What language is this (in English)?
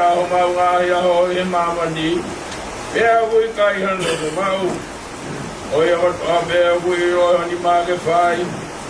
Tongan